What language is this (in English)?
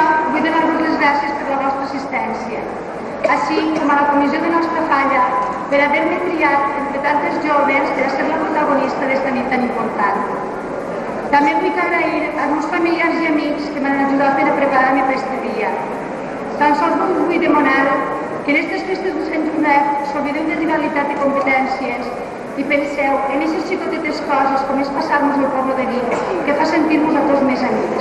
Catalan